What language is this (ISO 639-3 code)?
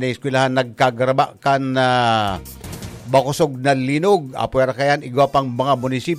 bik